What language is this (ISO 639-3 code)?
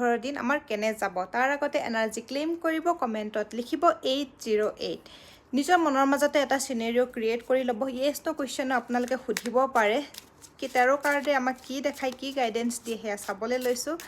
asm